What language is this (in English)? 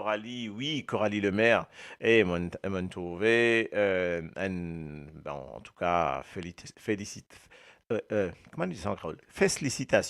Morisyen